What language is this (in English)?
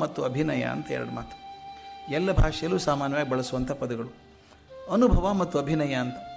Kannada